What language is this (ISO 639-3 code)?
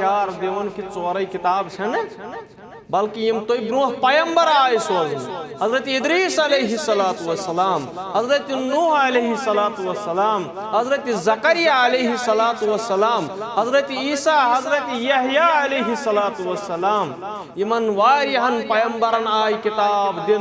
kas